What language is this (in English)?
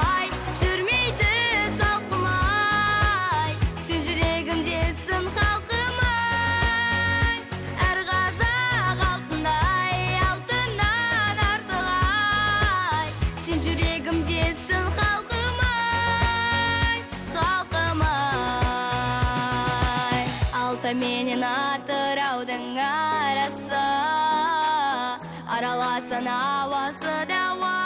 Kazakh